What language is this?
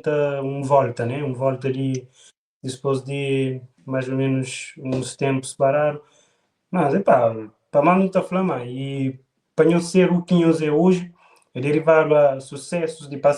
Kabuverdianu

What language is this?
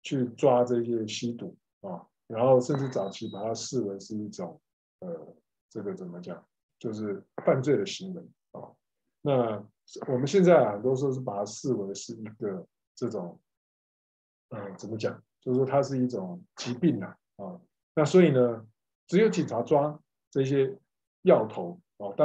Chinese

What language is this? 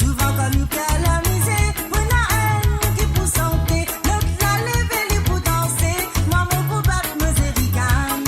Morisyen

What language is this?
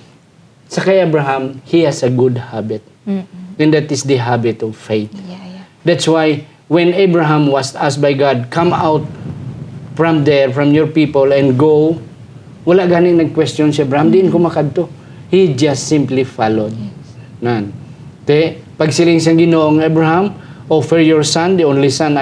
Hiligaynon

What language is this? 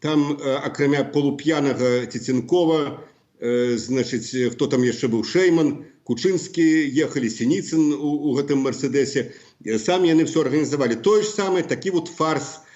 Belarusian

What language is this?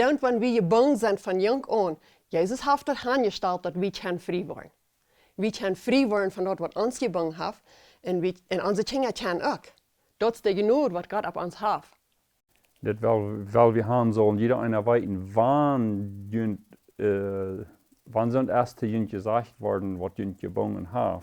Plautdietsch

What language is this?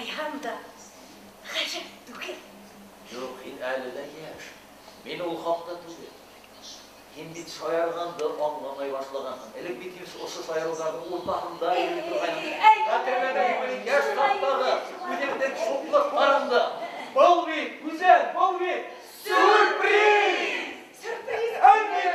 Bashkir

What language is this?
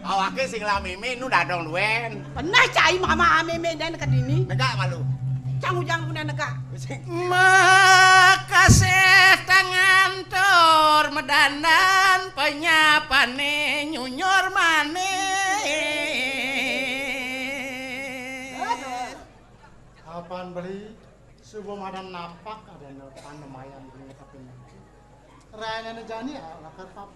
Balinese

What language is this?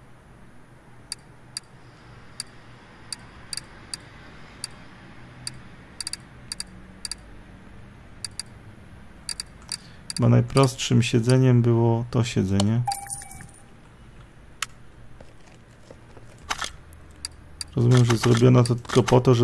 Polish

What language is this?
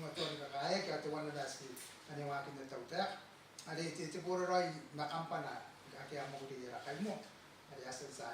Gilbertese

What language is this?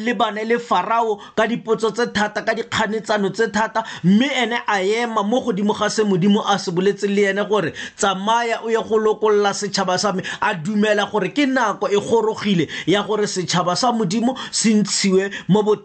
Tswana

